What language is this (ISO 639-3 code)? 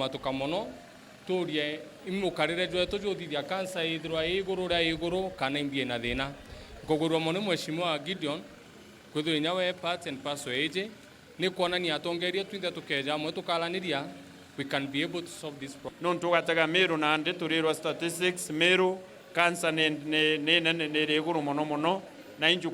mer